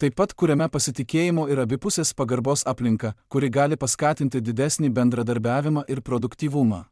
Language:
Lithuanian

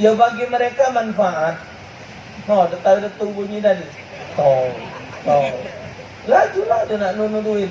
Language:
Musi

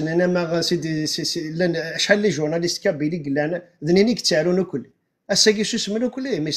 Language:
Kabyle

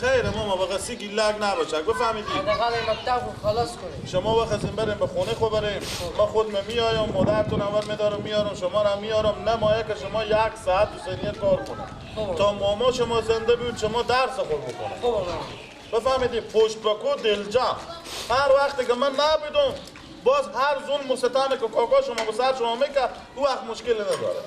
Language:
Persian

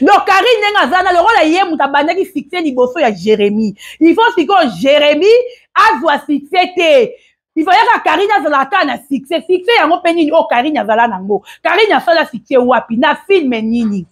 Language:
Lingala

